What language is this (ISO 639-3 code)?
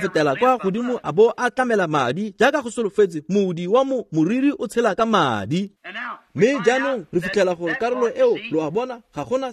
tsn